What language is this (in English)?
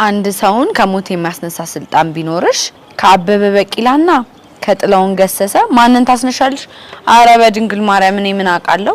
Amharic